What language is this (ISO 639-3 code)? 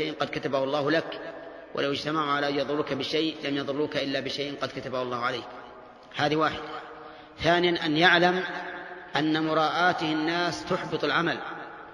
ara